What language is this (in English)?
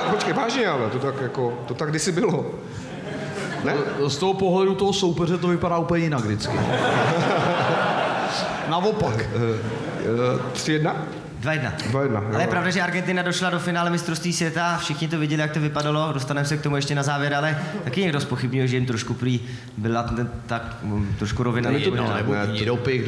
Czech